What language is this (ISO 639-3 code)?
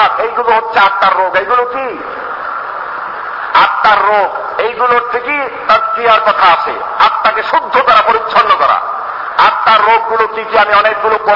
ben